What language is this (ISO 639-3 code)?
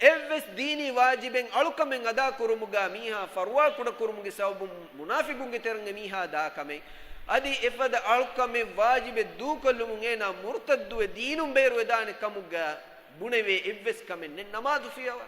div